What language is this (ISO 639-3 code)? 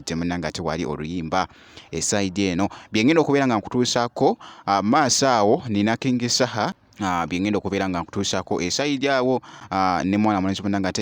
lug